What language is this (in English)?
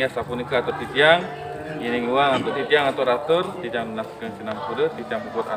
Balinese